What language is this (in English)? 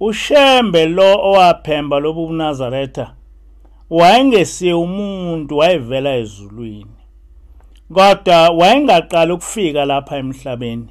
Zulu